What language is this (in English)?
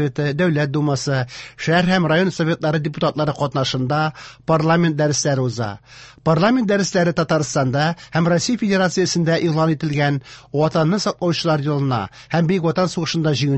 Tatar